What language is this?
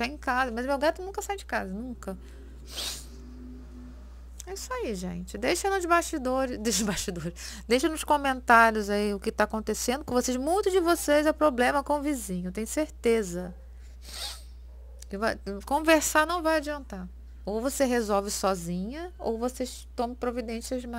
Portuguese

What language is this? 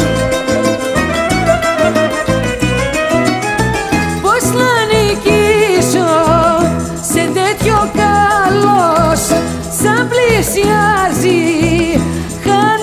Greek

